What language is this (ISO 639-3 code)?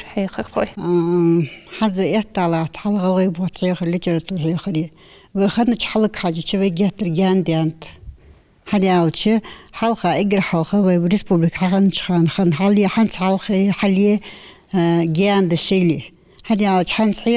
inh